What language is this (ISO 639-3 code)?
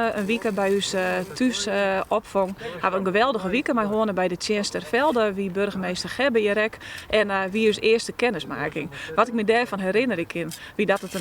fry